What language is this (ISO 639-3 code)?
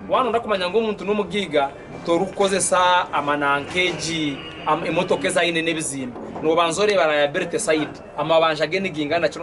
nyn